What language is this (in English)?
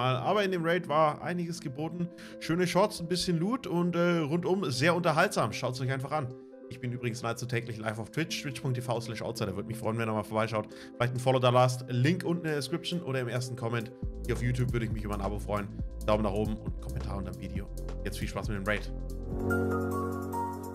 German